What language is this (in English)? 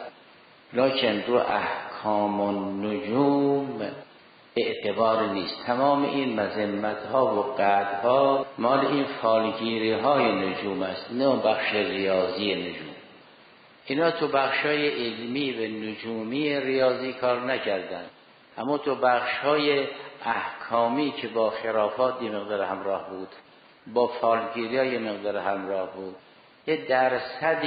Persian